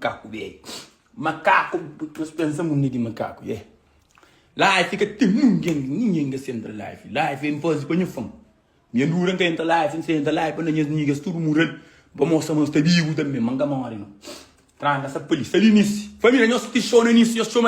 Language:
Kabuverdianu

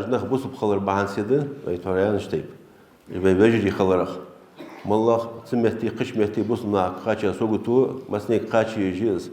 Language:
Ingush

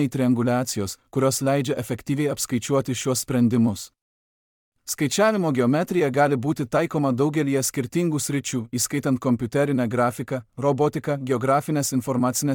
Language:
Lithuanian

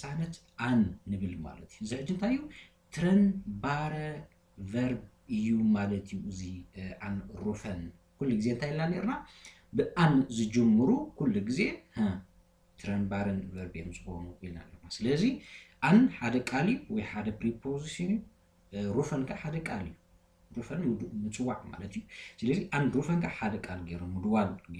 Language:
Tigrinya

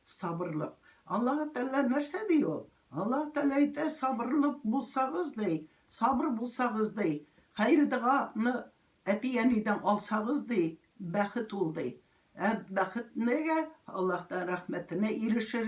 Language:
Tatar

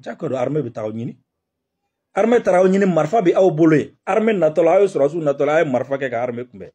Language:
Bambara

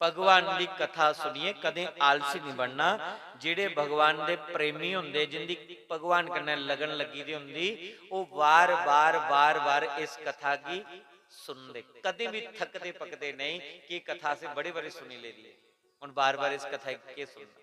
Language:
Dogri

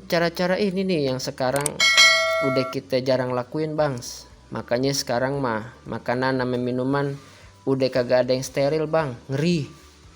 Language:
Betawi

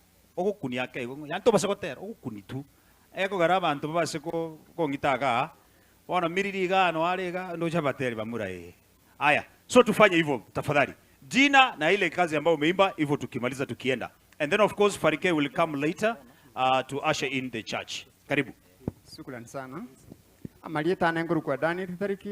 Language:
Gusii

